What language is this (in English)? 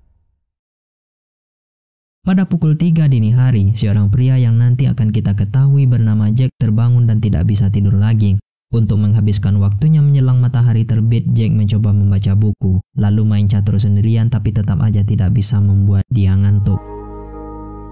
Indonesian